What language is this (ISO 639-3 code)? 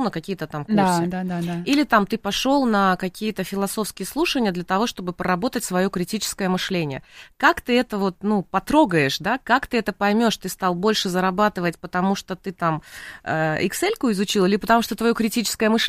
rus